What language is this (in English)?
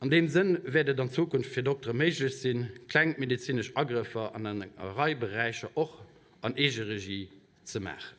Luxembourgish